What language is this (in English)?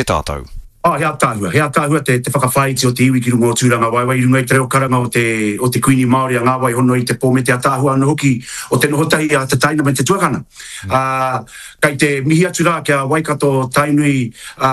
Māori